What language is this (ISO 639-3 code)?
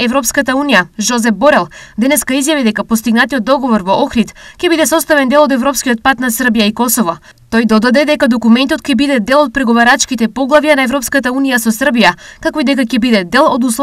mkd